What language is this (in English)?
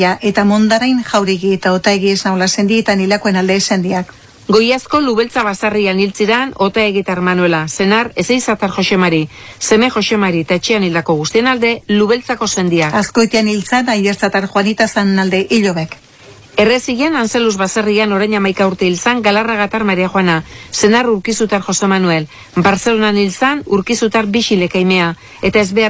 Basque